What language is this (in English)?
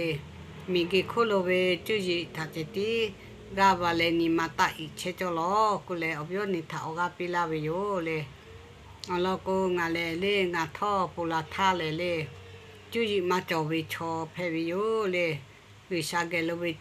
Lahu